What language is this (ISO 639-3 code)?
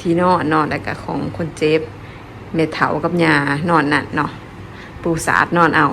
lao